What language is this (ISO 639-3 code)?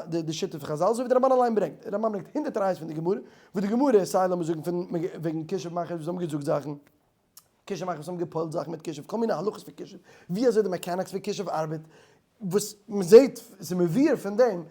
yid